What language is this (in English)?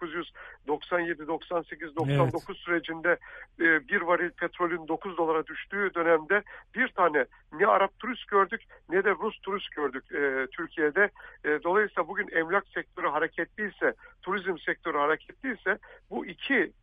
Turkish